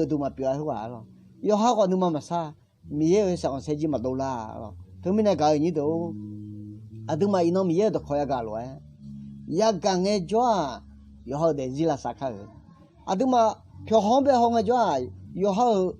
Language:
Akha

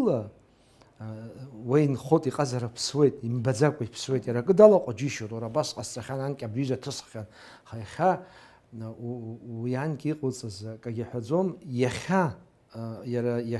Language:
Abkhazian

